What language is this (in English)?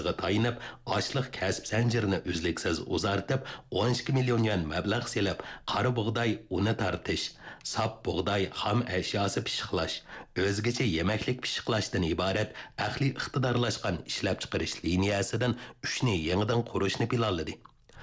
Uyghur